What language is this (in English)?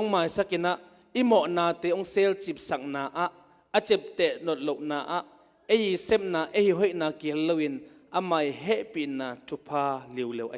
Tedim Chin